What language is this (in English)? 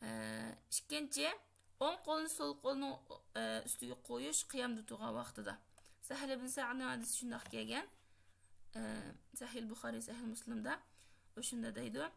Uyghur